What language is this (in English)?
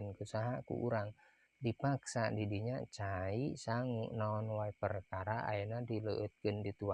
Sundanese